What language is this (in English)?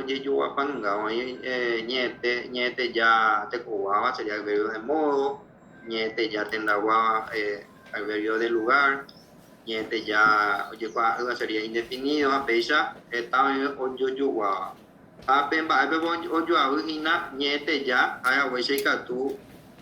Guarani